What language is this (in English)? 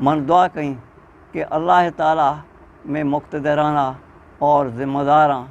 Eastern Balochi